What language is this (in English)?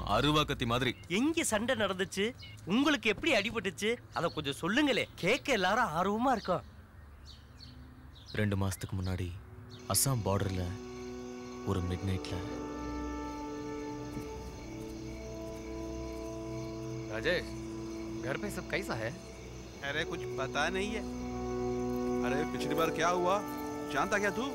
Tamil